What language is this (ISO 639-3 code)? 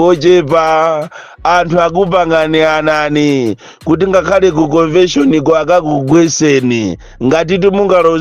nya